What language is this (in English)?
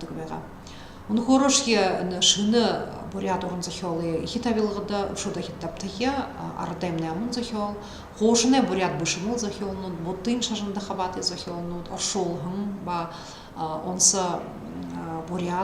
Buriat